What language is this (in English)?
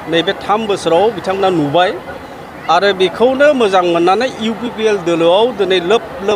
Bodo